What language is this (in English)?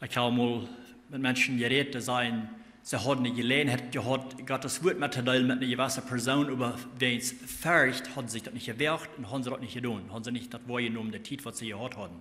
Plautdietsch